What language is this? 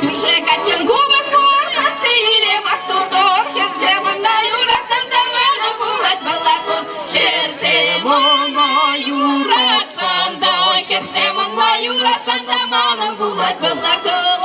Chuvash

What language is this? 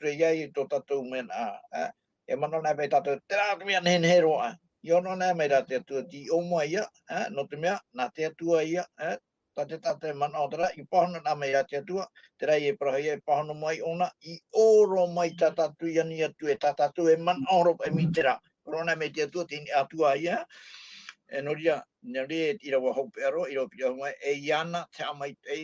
Tahitian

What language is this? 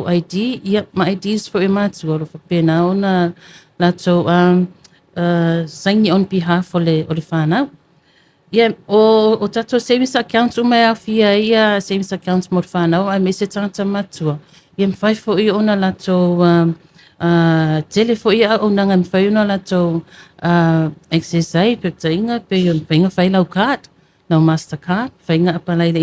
Samoan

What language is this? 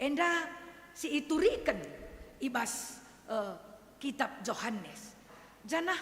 Batak Karo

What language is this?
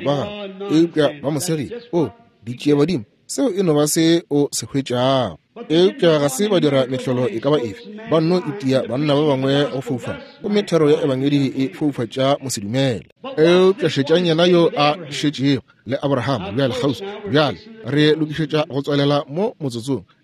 Northern Sotho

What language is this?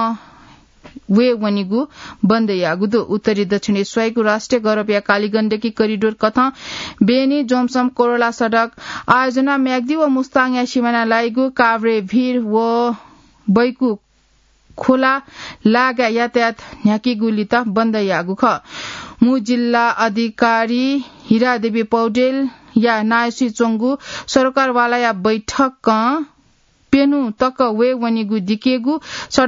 Newari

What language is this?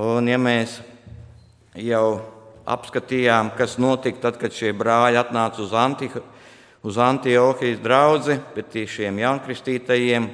Latvian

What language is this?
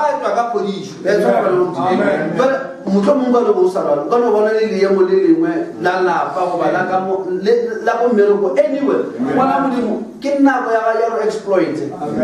Northern Sotho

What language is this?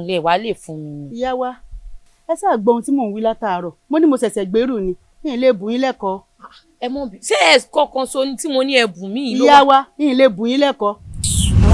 Yoruba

